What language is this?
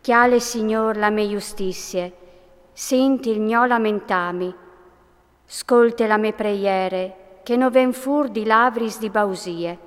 Friulian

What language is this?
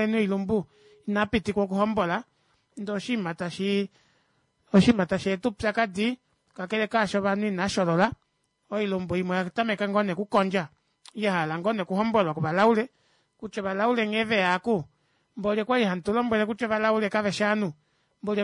Kuanyama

